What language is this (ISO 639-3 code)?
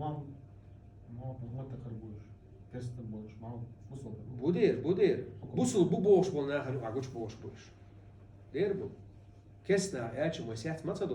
che